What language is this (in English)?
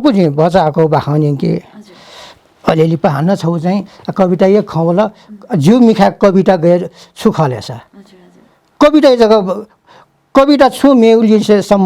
Newari